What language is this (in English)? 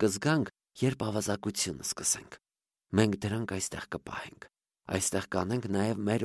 Armenian